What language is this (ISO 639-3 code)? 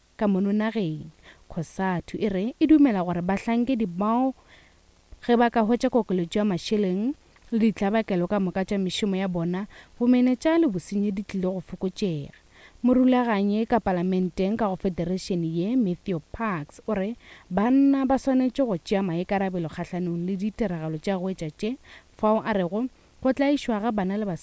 nso